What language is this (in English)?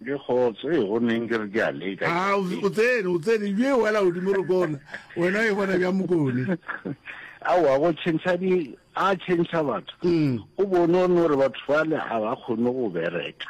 Northern Sotho